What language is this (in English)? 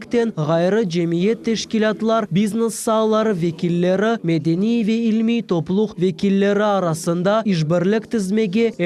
Crimean Tatar